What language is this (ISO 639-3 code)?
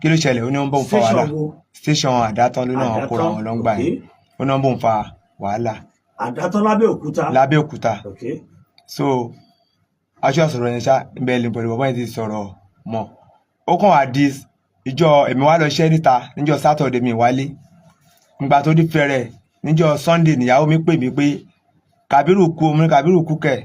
yor